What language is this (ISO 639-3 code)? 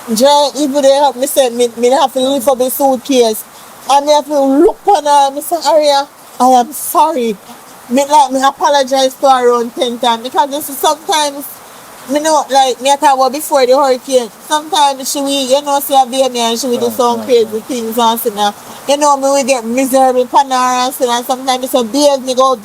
jam